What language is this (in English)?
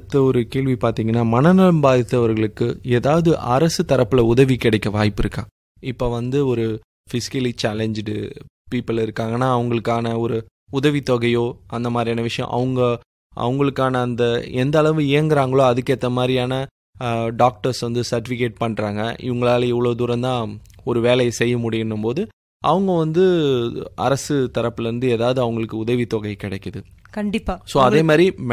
Tamil